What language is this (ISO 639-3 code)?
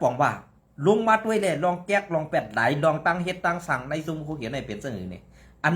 shn